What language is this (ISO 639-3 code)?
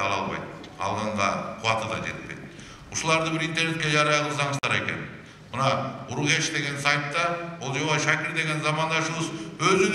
kir